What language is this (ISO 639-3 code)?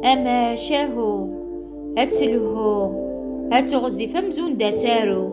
kab